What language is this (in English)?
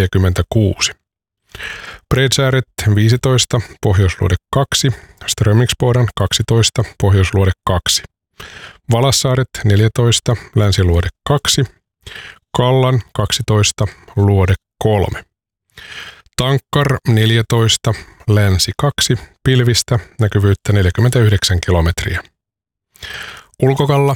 Finnish